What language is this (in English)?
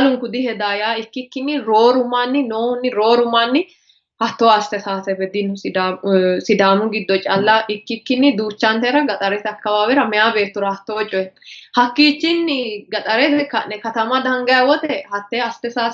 Sidamo